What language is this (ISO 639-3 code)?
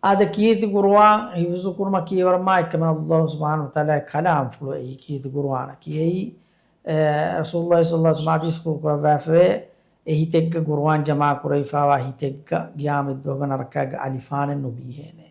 div